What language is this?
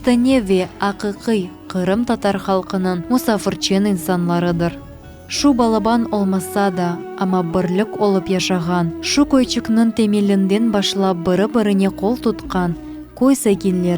Crimean Tatar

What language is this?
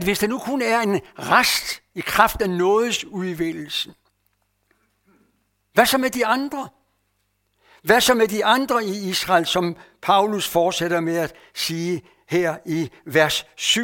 Danish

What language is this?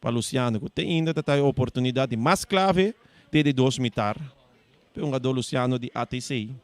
Papiamento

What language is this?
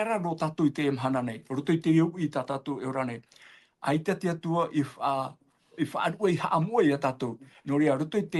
Tahitian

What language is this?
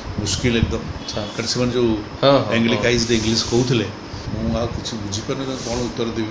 Odia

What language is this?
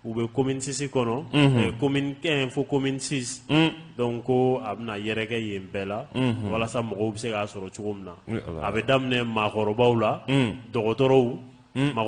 Bambara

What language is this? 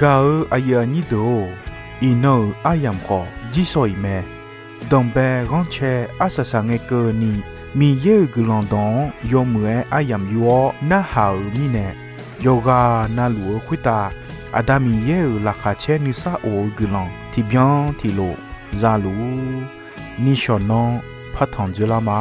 Akha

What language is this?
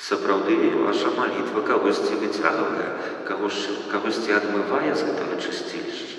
Belarusian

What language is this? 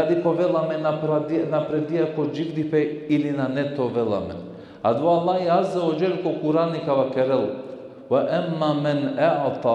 Balkan Romani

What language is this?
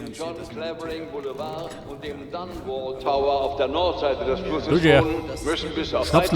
Bavarian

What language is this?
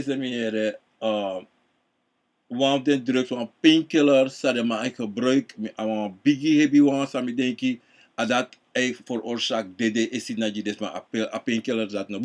Sranan Tongo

